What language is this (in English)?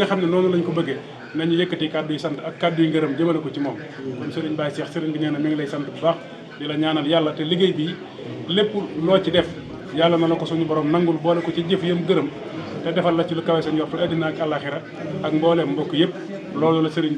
Wolof